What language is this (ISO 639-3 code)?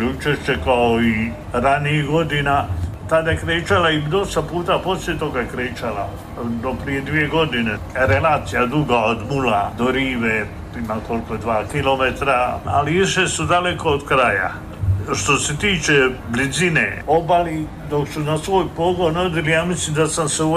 hrv